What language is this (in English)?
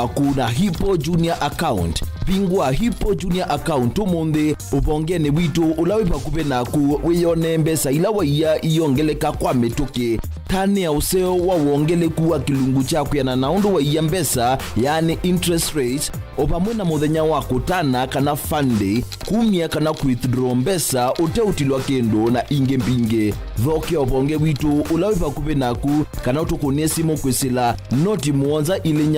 Kamba